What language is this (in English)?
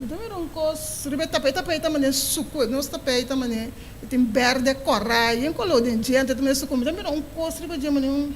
Papiamento